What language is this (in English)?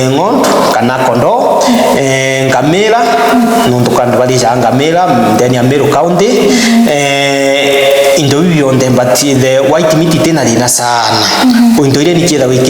Meru